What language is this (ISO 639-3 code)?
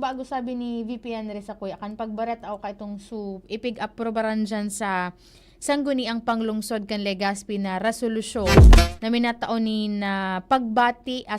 bik